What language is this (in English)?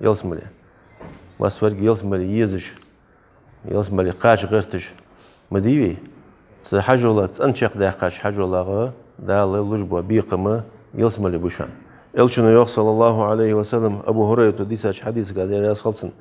Ingush